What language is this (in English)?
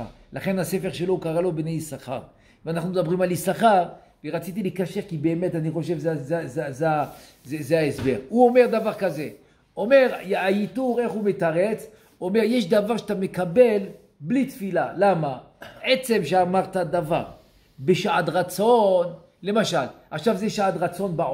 Hebrew